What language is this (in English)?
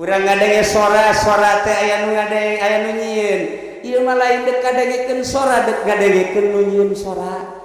Sundanese